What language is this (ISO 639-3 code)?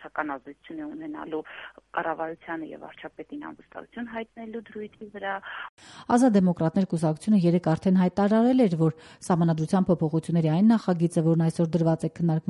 hye